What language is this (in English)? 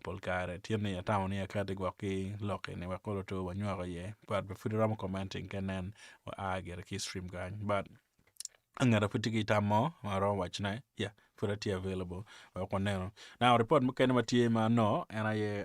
Acoli